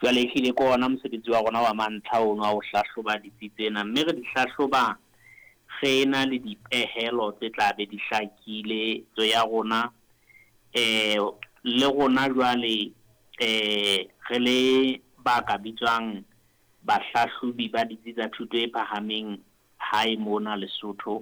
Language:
Southern Sotho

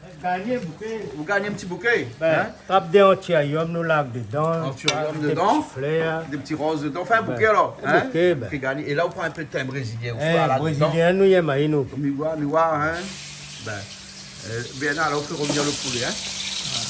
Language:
Réunion Creole French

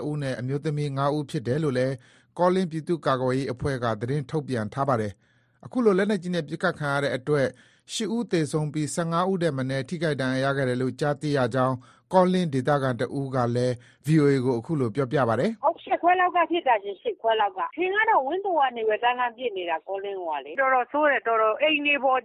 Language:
Burmese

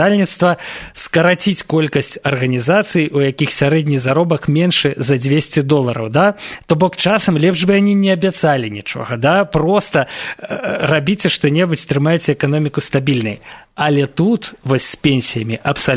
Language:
Belarusian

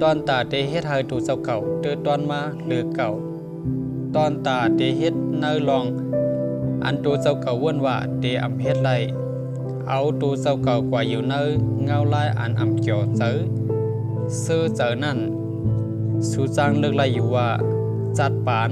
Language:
Shan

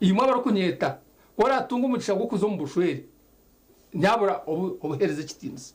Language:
Nyankole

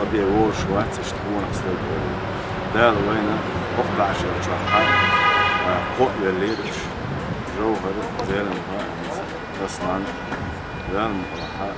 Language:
Chechen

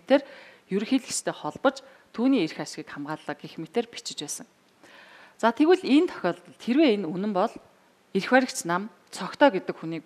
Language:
Mongolian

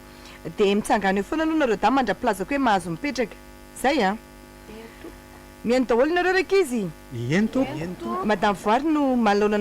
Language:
Malagasy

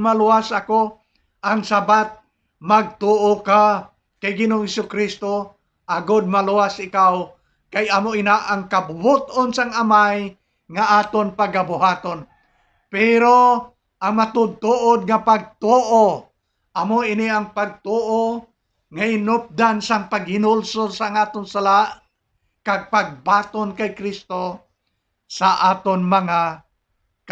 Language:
Hiligaynon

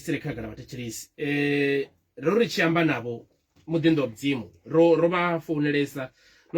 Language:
Venda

